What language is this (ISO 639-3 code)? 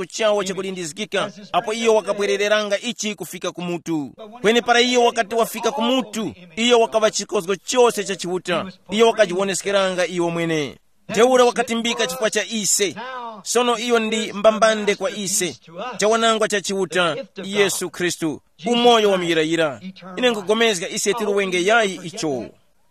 tum